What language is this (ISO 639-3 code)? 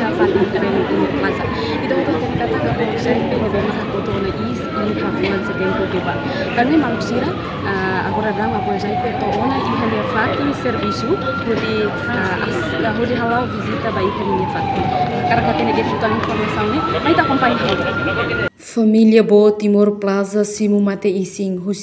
tet